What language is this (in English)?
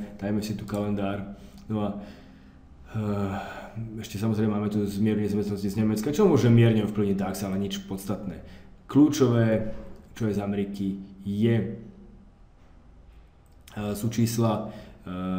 Slovak